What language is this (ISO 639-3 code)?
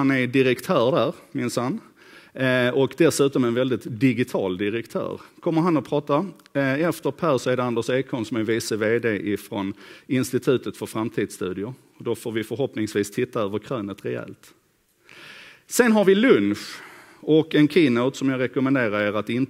swe